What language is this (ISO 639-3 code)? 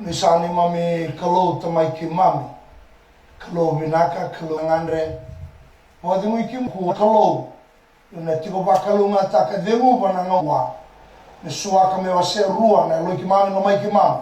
fij